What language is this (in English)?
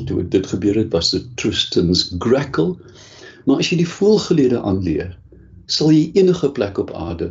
Afrikaans